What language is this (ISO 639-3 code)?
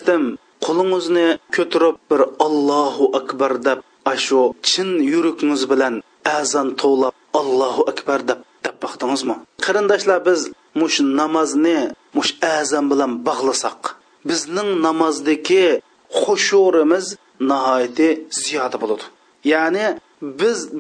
uig